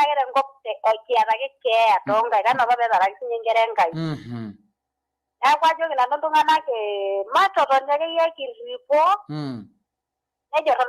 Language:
Masai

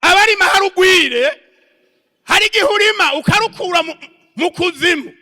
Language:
Rundi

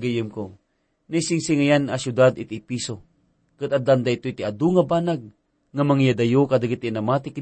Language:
Iloko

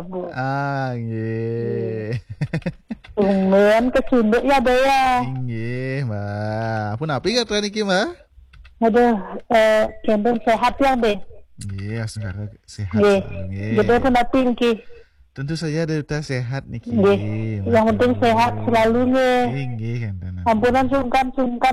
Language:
Balinese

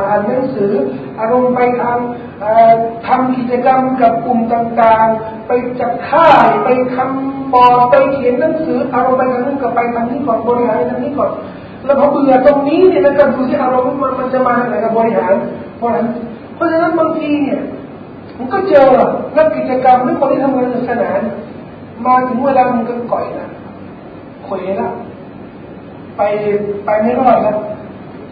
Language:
Thai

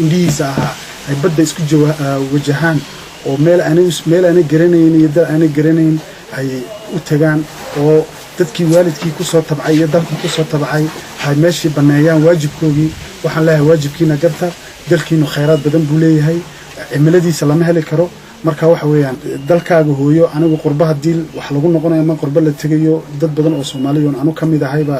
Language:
Somali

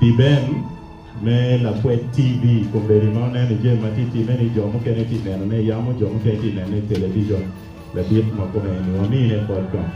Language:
Acoli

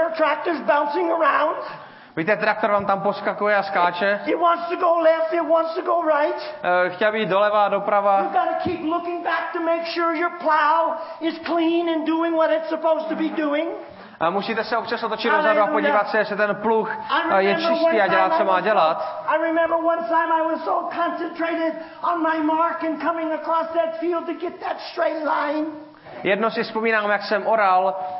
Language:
Czech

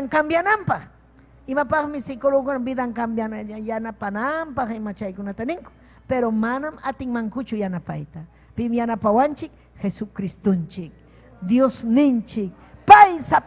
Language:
Ayacucho Quechua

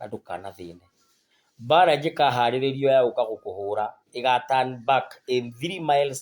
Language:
Kikuyu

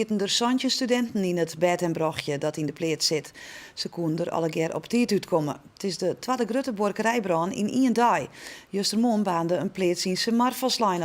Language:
Western Frisian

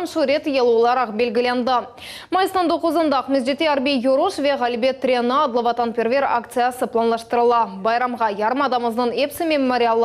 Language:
Crimean Tatar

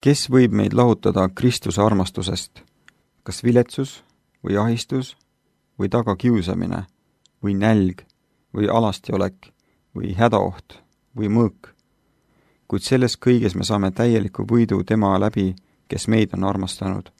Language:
Estonian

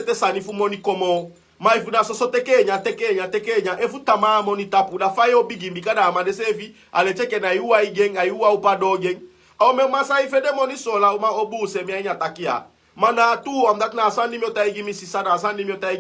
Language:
Sranan Tongo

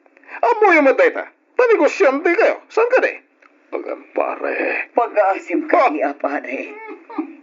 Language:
Iloko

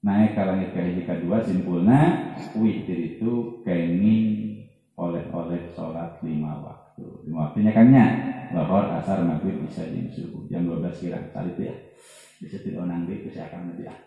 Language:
Sundanese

